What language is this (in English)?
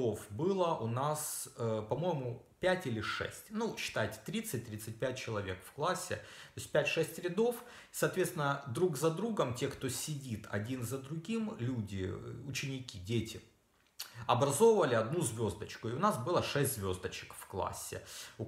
Russian